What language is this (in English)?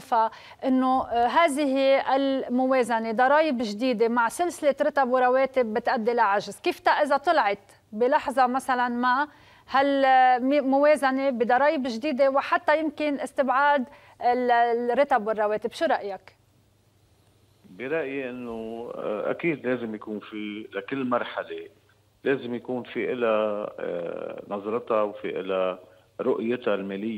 North Levantine Arabic